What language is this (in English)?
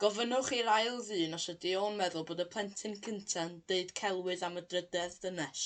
Welsh